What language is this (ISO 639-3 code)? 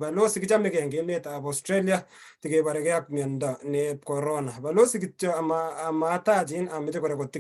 kln